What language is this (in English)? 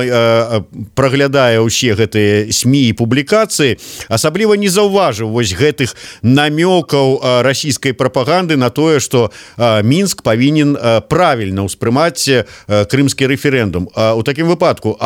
Belarusian